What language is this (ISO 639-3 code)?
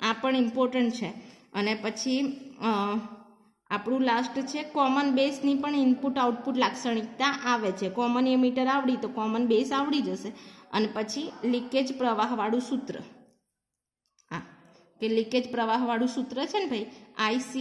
guj